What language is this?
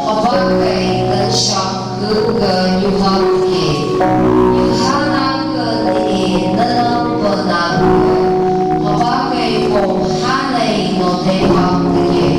Phom Naga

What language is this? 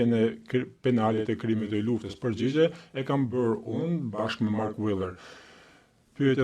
Albanian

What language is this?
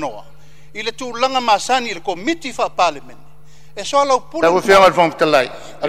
Samoan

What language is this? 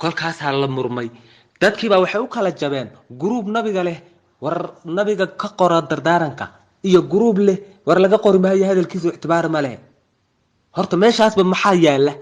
Somali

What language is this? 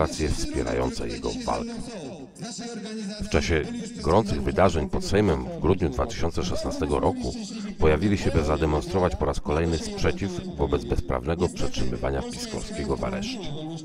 Polish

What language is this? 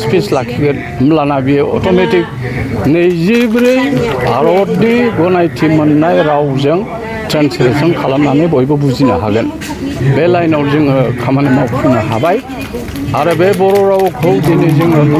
Bodo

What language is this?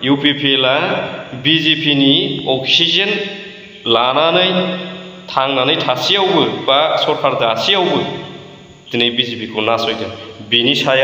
Bodo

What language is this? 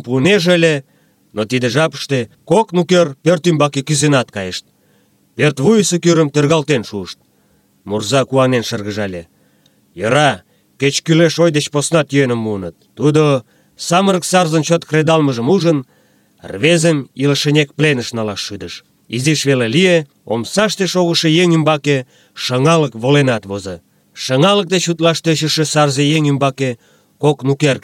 Mari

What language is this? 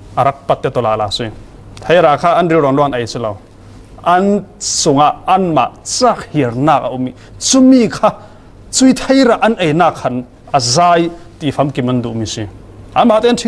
Falam Chin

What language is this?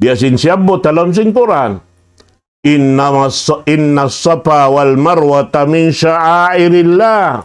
Tausug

